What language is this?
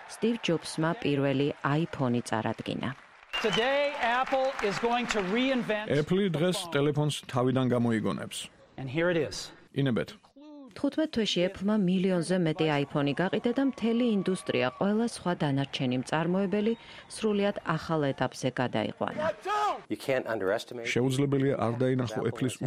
Georgian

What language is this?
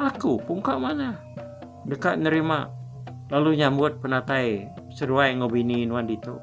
Iban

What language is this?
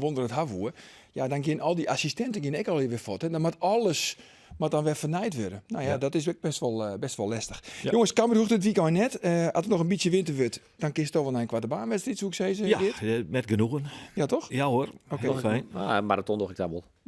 Western Frisian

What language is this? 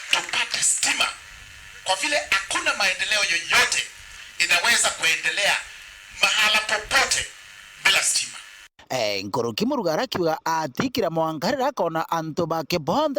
Meru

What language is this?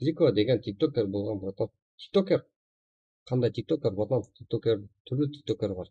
Kara-Kalpak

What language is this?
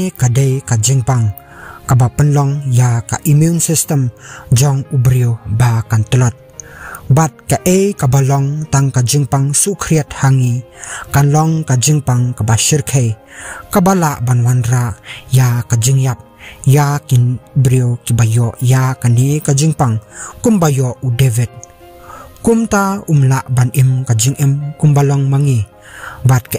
Khasi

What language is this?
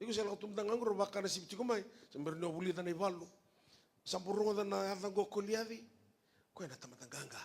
Fijian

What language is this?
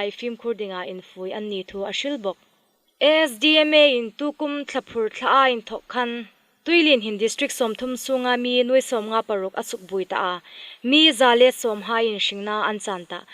Hmar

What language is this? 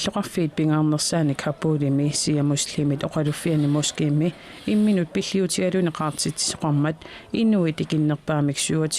Kalaallisut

